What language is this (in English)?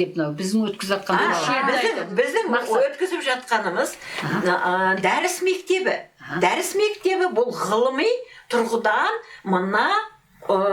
Kazakh